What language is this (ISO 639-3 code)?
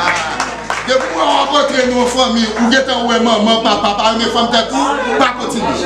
hat